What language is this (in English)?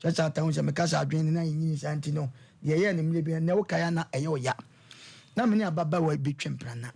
Akan